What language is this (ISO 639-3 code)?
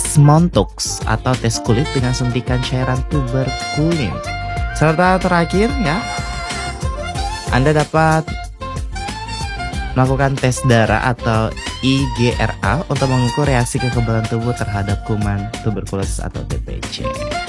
ind